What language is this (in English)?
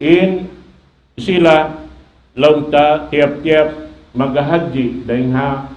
Tausug